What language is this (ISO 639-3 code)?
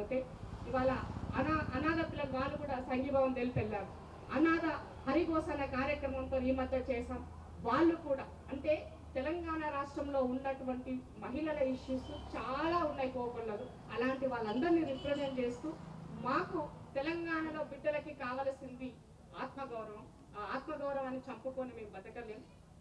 tel